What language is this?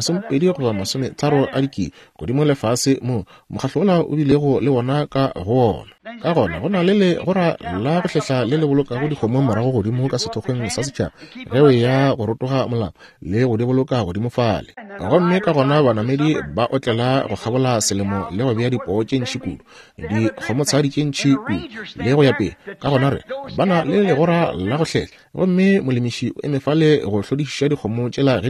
Northern Sotho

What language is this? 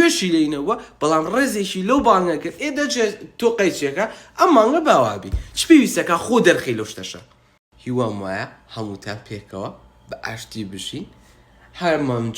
Central Kurdish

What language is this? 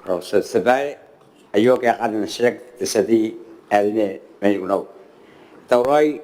Gilbertese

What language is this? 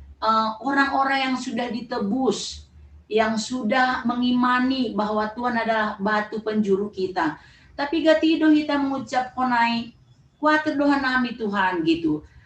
Batak Simalungun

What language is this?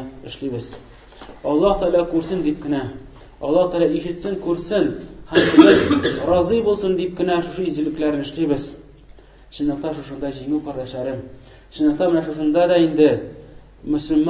Tatar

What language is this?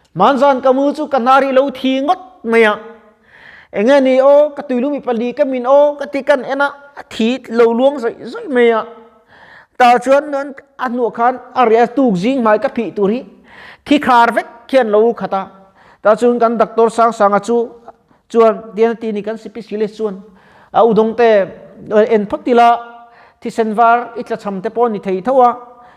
Mizo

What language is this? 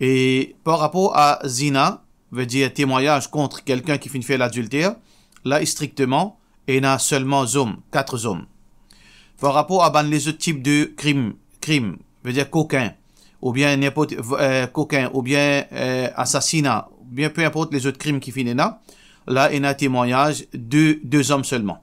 Morisyen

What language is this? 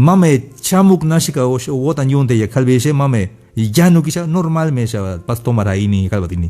Tzeltal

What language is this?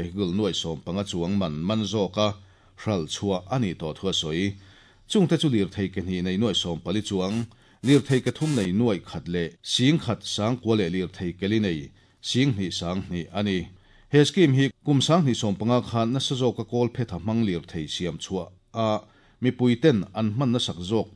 Mizo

